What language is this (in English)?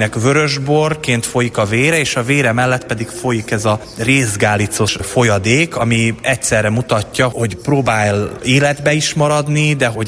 Hungarian